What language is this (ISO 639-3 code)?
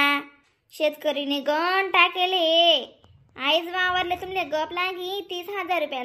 khn